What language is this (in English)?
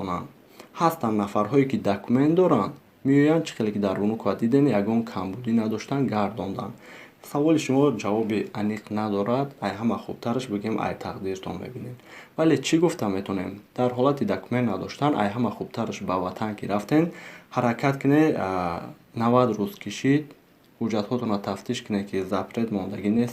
Tajik